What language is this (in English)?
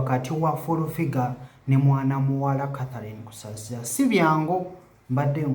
Ganda